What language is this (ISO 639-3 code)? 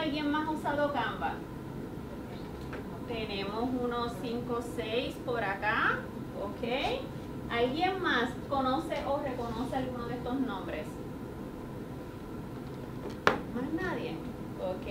spa